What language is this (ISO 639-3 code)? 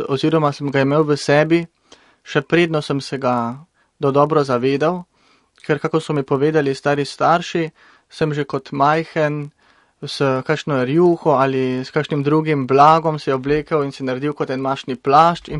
slv